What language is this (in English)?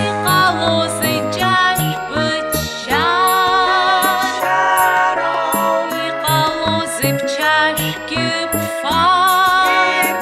Abkhazian